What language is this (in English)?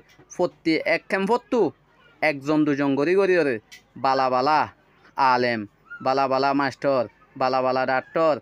Rohingya